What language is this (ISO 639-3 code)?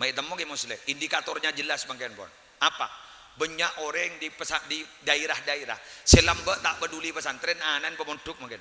mad